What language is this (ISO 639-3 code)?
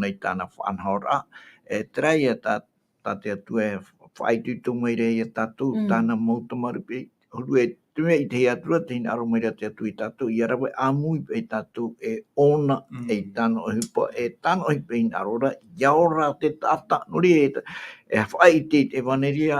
tah